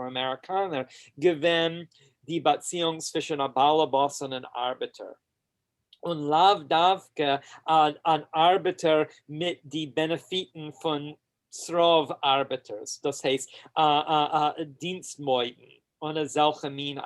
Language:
Yiddish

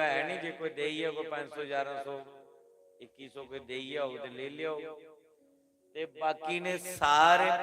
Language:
Dogri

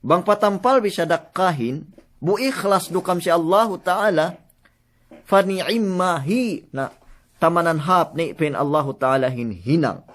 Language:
Yakan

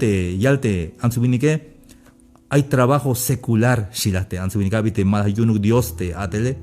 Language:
Tzeltal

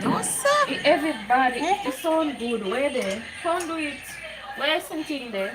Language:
Jamaican Creole English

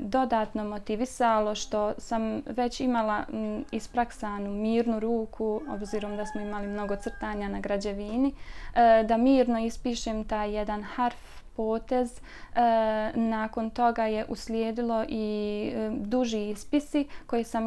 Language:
Croatian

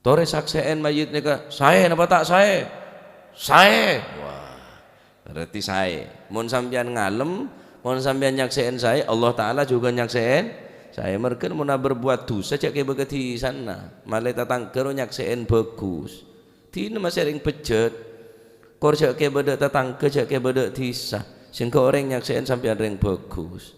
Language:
Madurese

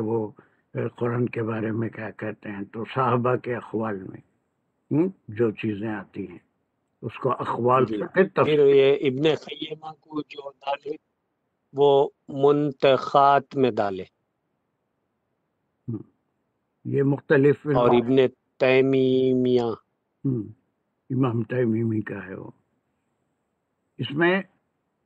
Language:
Urdu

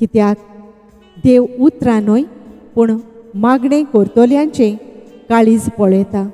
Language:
Konkani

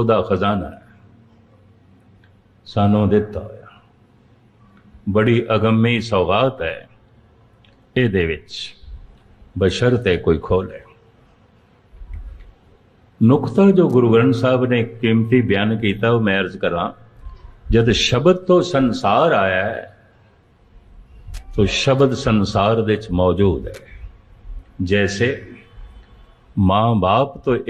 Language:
Punjabi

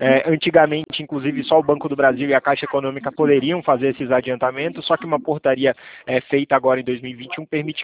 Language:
Portuguese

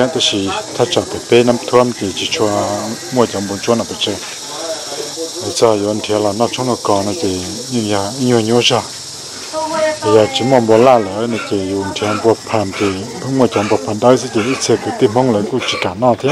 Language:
Vietnamese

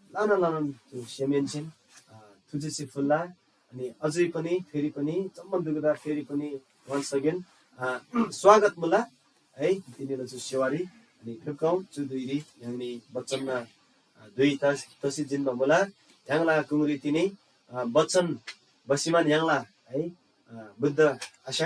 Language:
Eastern Tamang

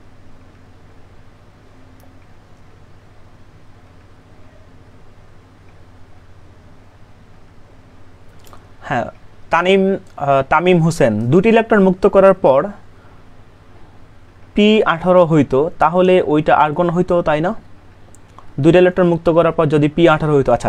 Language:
Bangla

